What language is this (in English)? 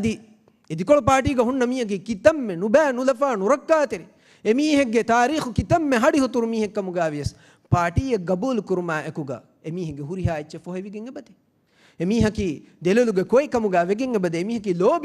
Divehi